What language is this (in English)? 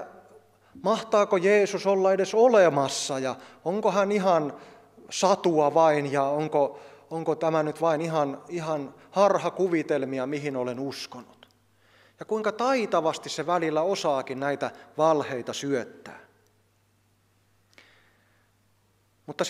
Finnish